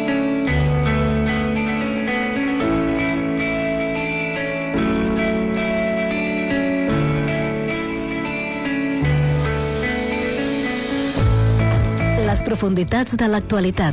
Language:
Catalan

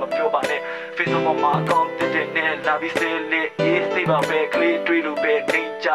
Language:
Burmese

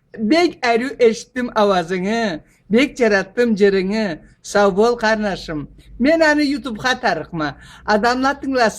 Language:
Karachay-Balkar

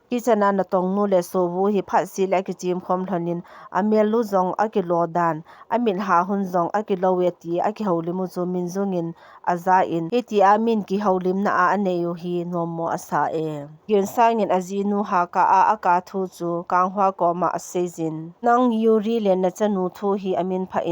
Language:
Thado Chin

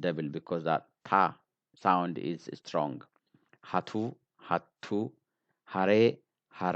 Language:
English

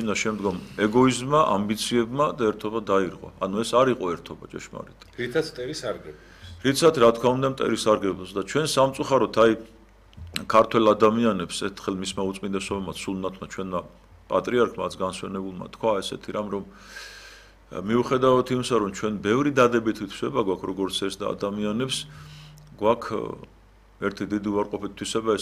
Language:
Georgian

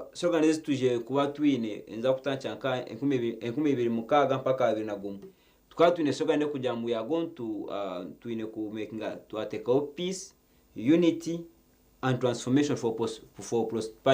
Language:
Nyankole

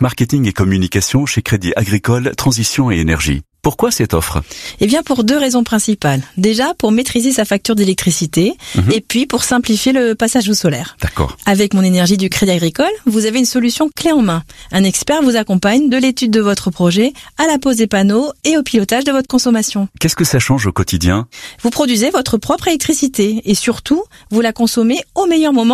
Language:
French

